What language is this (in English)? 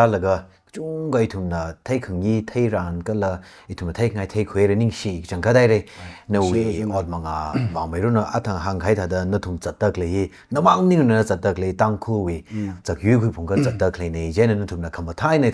Tangkhul Naga (India)